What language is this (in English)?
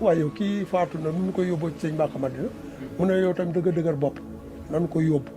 Wolof